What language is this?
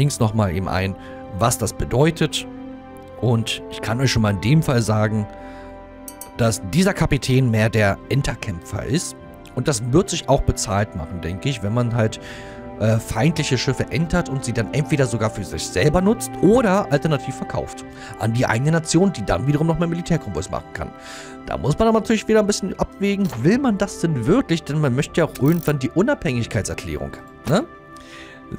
German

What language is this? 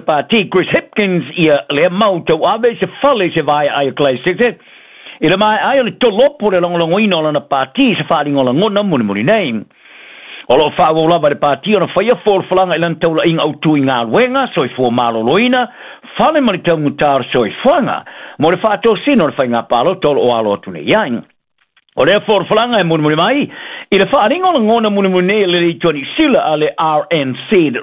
Samoan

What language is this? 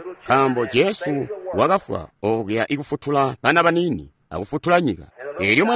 Tonga (Zambia)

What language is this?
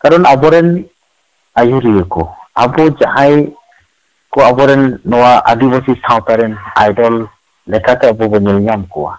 Santali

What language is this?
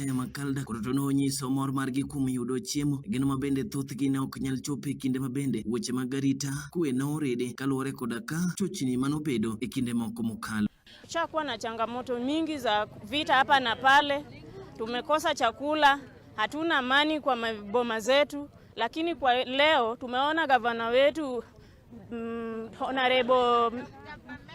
Luo (Kenya and Tanzania)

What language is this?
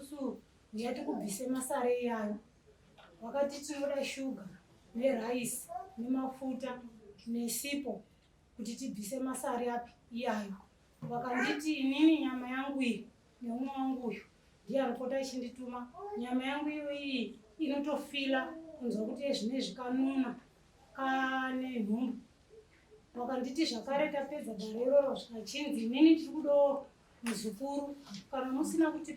Shona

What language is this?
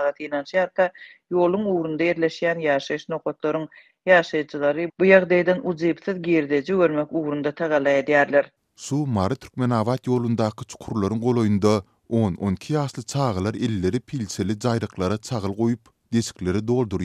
Turkmen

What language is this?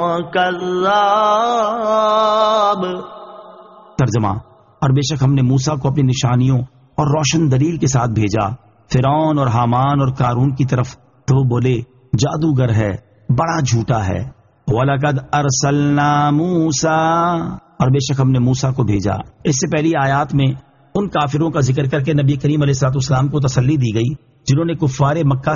Urdu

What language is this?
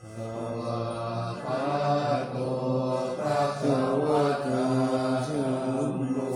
Pali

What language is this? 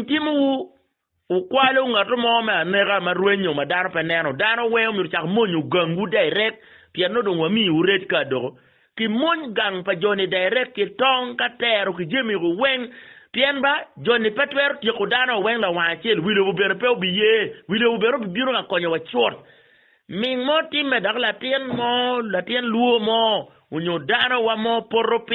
Acoli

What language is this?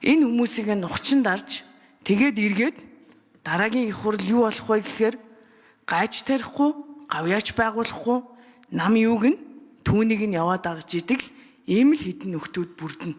Mongolian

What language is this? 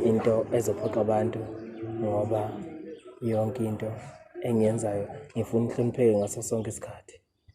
Zulu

